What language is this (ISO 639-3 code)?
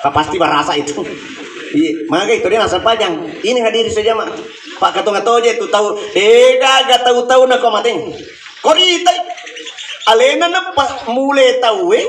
bug